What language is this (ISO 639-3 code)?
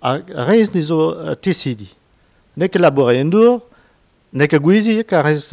bre